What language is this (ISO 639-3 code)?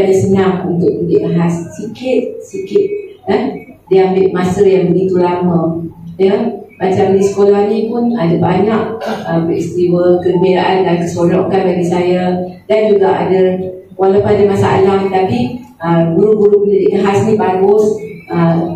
msa